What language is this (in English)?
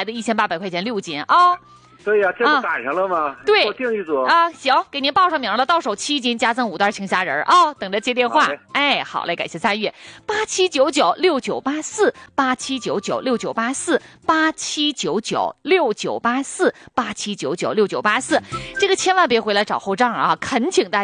Chinese